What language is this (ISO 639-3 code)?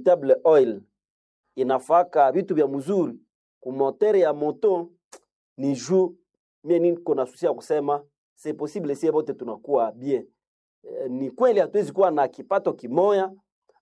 swa